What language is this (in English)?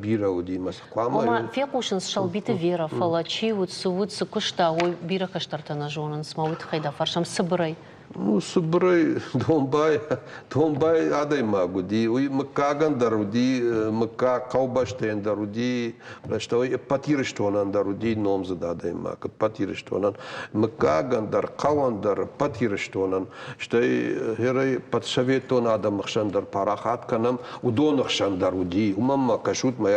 Ossetic